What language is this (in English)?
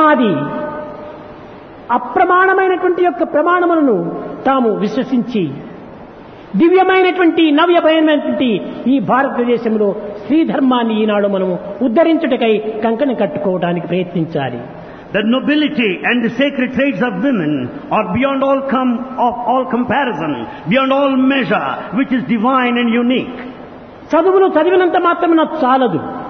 Telugu